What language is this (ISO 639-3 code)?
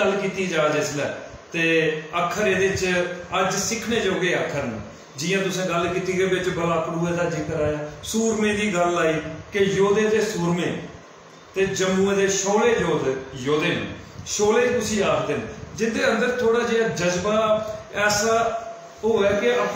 doi